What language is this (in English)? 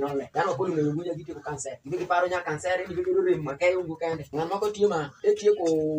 Alur